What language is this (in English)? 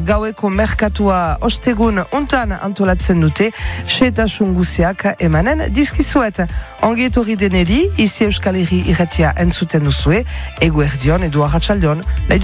Basque